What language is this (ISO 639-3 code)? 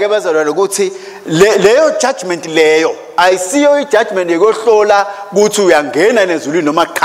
ssw